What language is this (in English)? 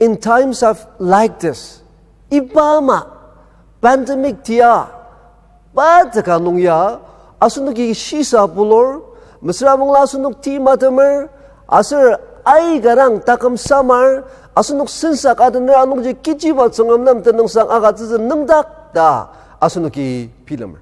Ao Naga